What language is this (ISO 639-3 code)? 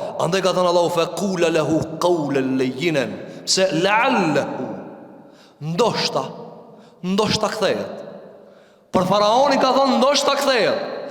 sqi